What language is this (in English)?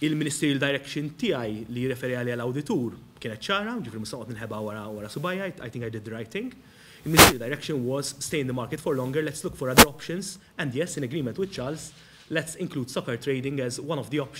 Maltese